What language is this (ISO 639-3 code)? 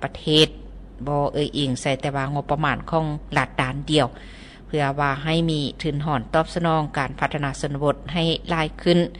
lao